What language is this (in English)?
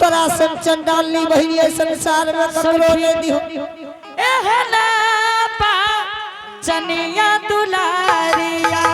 Angika